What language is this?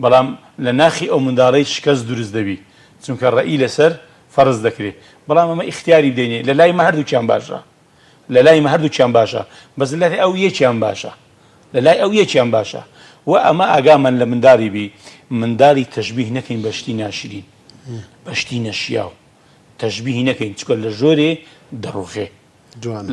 Central Kurdish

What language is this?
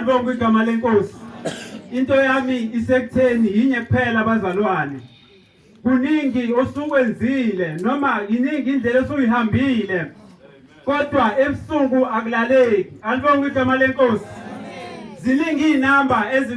Zulu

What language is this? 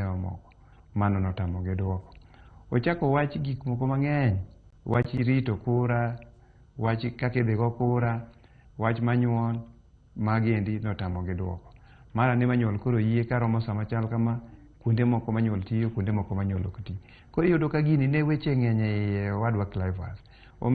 Luo (Kenya and Tanzania)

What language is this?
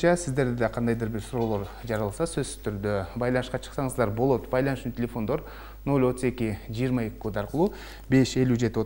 Kyrgyz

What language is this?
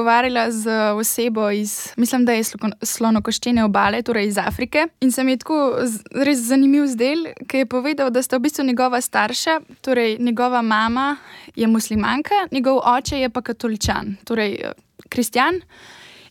Slovenian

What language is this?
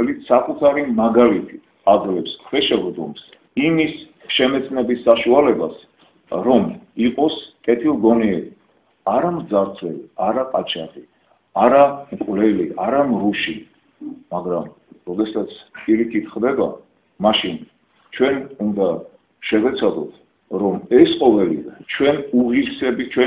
Georgian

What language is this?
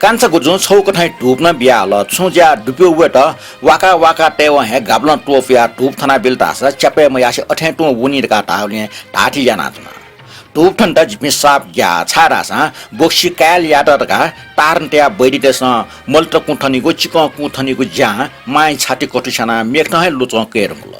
Newari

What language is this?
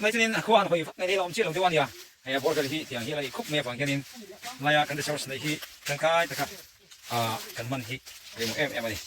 Mizo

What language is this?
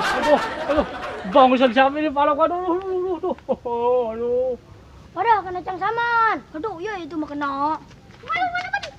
Betawi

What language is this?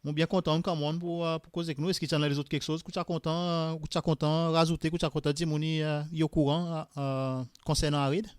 Seselwa Creole French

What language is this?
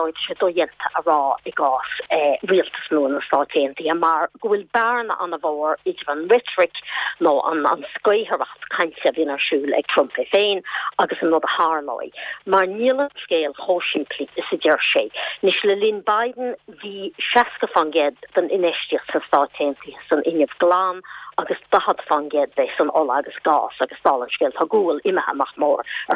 Irish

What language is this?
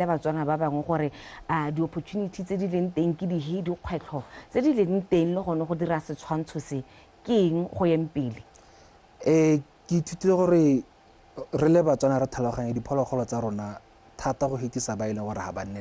Tswana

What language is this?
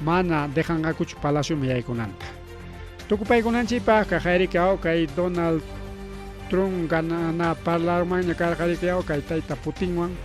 Ayacucho Quechua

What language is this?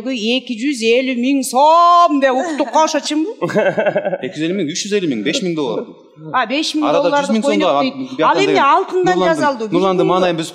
Kyrgyz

